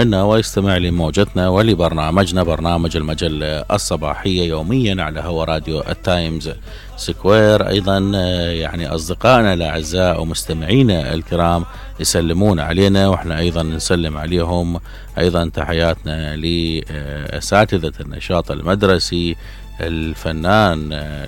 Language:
Mesopotamian Arabic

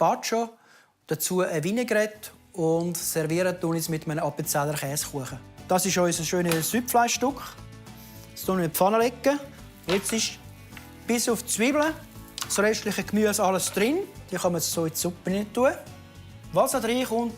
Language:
Swiss German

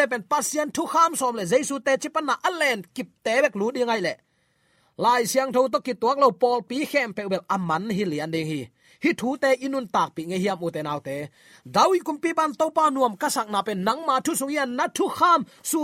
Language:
Tedim Chin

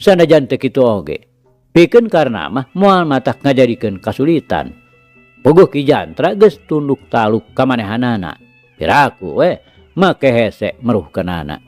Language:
Sundanese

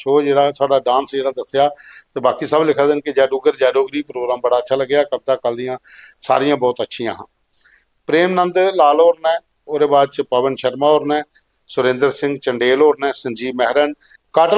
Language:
Dogri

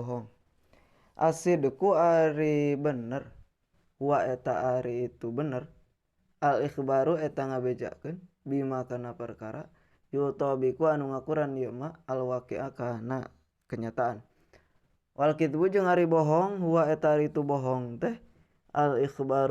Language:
Sundanese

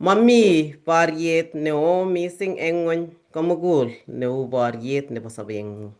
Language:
Kalenjin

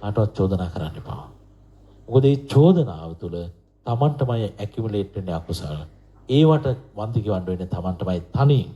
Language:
Sinhala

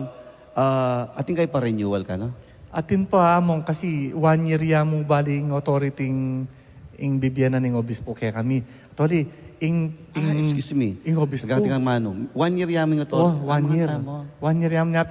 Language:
Pampanga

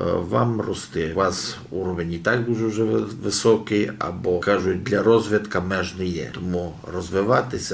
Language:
Rusyn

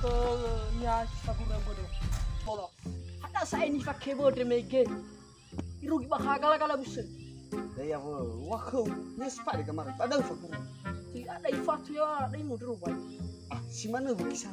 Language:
Nias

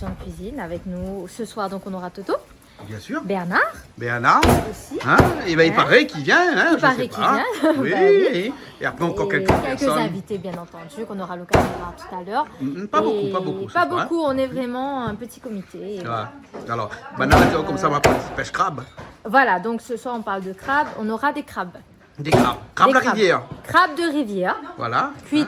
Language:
Réunion Creole French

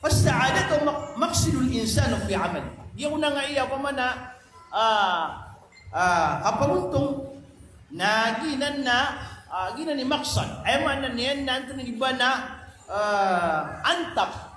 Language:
Maranao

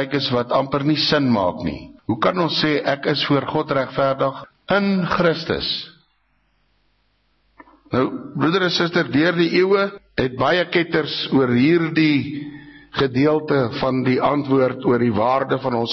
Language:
Afrikaans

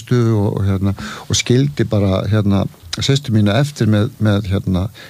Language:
Icelandic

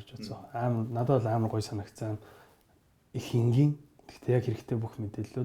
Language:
Mongolian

